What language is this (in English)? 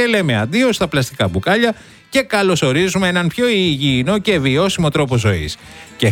Greek